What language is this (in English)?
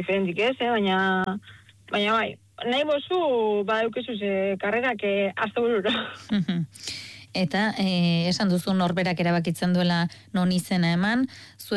Basque